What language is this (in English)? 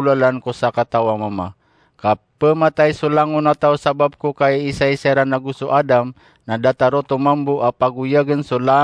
Maranao